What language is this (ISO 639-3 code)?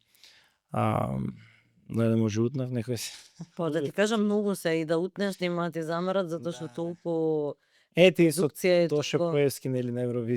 mkd